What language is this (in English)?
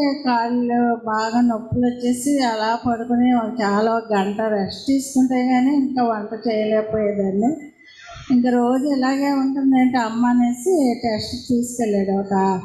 Telugu